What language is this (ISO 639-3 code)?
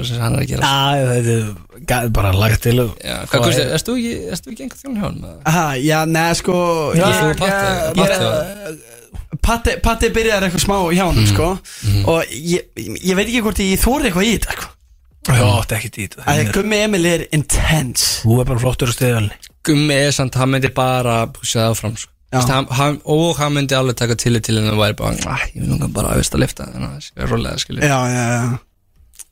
isl